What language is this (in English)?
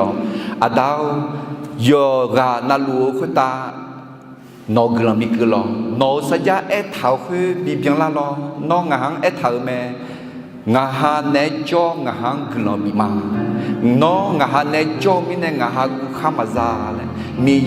Akha